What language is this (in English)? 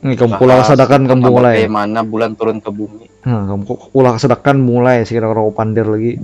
Banjar